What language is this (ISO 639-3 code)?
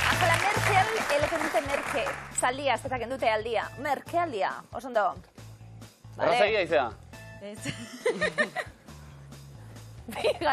eus